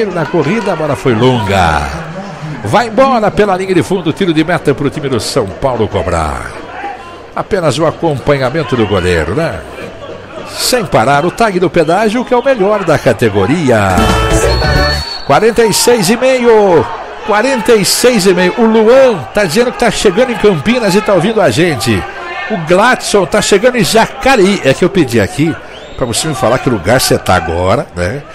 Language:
Portuguese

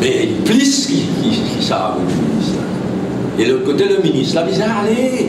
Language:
Morisyen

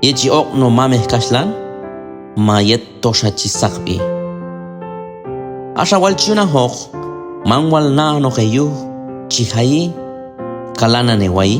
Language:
Q'anjob'al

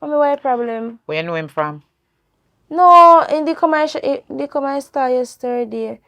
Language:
Jamaican Creole English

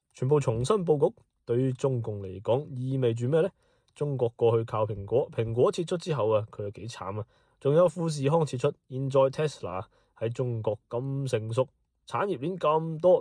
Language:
Cantonese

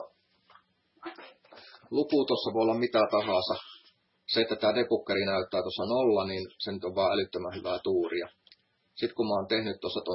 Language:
Finnish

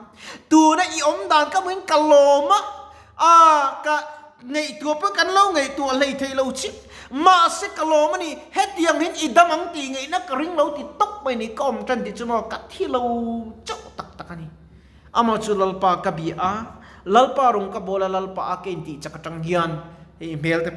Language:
Mizo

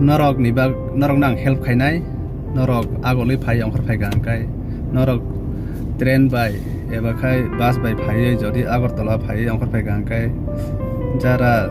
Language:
Kok Borok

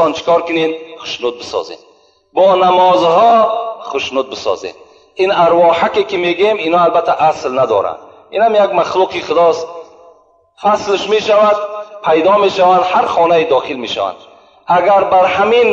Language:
Tajik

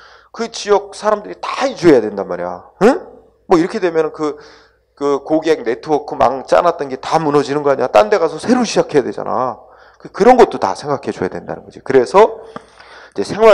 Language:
Korean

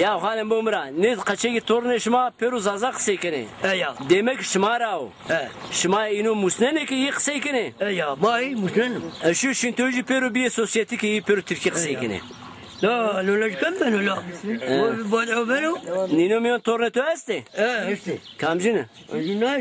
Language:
Zaza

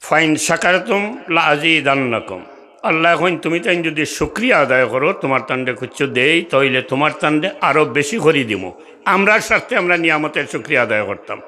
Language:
Sylheti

